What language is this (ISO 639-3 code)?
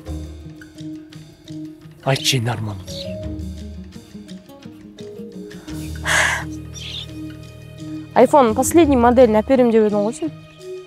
kaz